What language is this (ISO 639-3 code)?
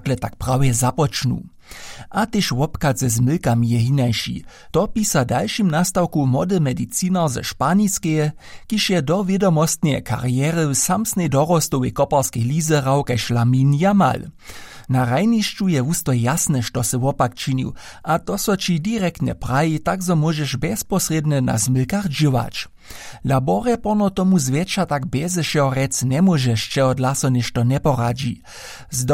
hsb